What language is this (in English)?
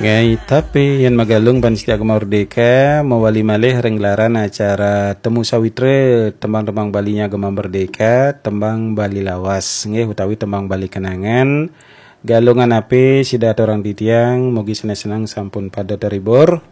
Balinese